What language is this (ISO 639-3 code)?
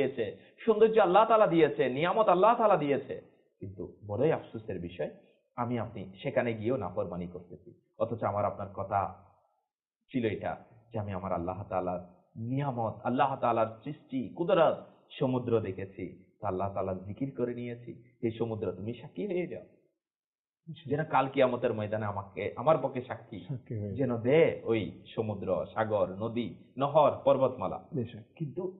ben